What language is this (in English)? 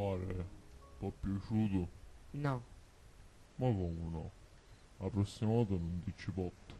Sicilian